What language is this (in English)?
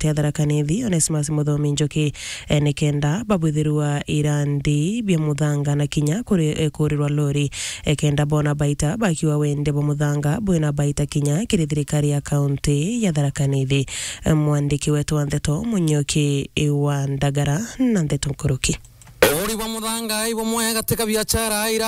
Meru